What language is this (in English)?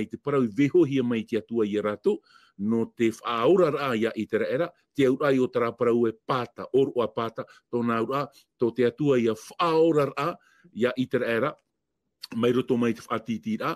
Tahitian